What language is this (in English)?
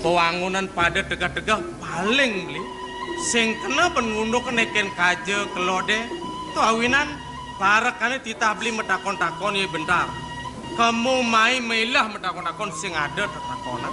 Balinese